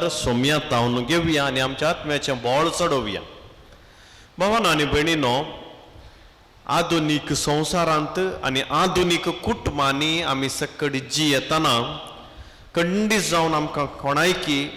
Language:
Konkani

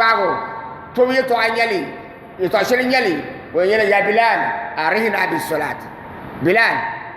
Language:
Dagbani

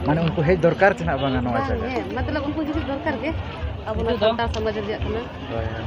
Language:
Santali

